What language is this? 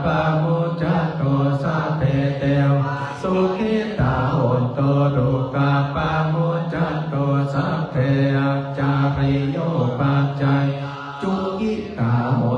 Pali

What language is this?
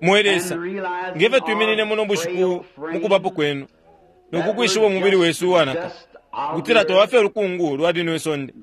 Bemba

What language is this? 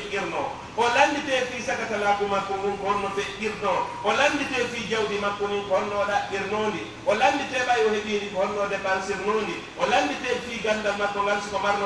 Pular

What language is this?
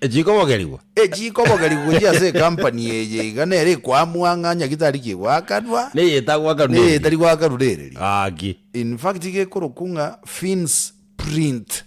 Gusii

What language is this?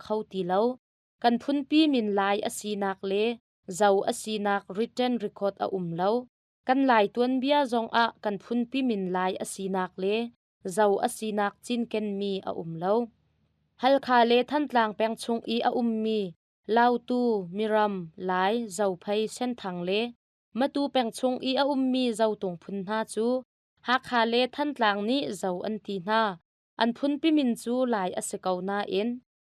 Hakha Chin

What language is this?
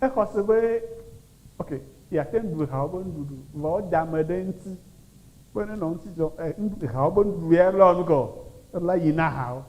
Ewe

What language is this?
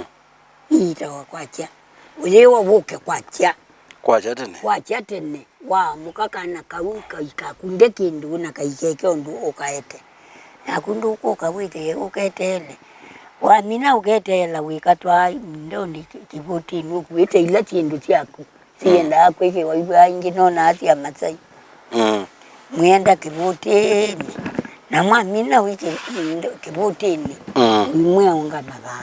Kamba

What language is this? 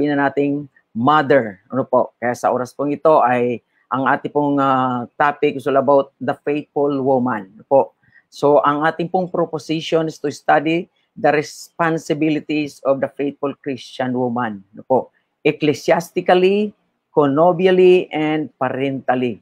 Filipino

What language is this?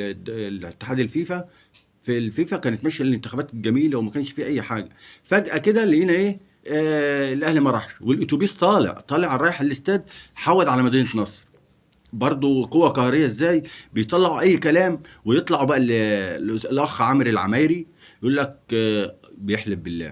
Egyptian Arabic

